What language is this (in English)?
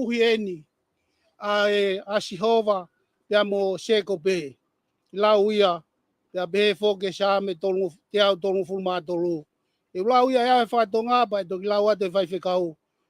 Tongan